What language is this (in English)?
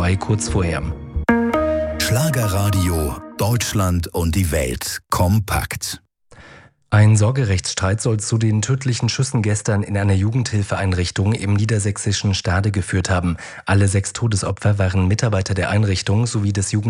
German